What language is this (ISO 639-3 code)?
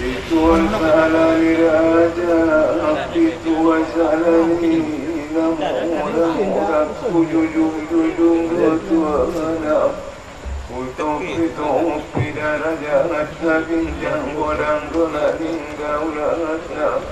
akb